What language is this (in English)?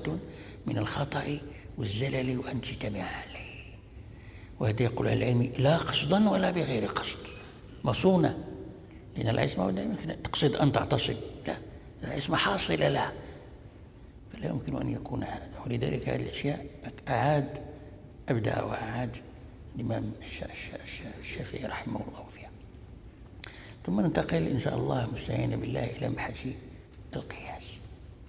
Arabic